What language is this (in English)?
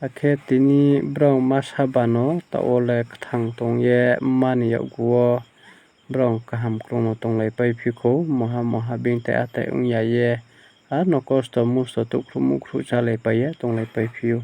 Riang (India)